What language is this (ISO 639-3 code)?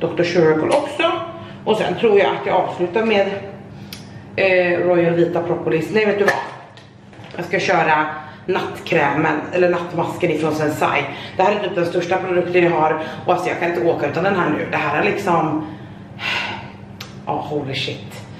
swe